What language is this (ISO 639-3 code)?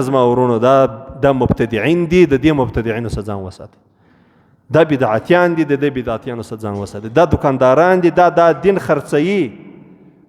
pus